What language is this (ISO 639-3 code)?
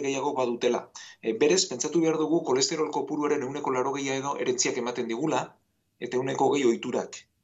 eus